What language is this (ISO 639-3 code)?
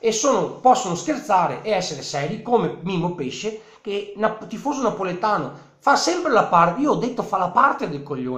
ita